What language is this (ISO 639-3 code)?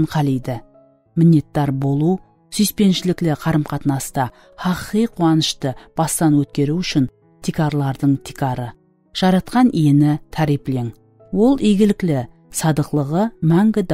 kaa